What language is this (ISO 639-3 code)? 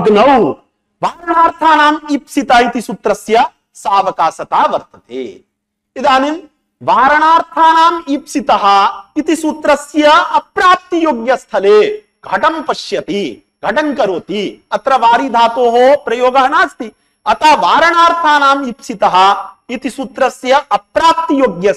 san